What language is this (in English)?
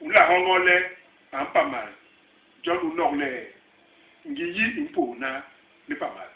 Basaa